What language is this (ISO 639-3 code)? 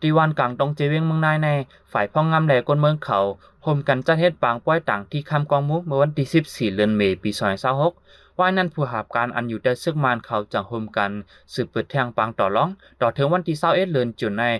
shn